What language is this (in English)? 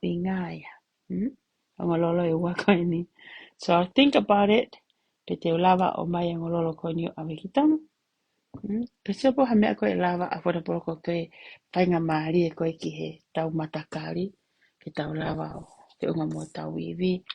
Tongan